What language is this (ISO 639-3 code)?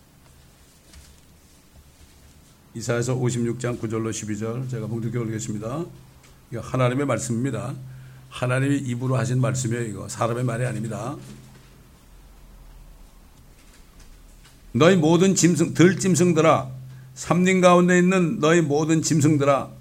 kor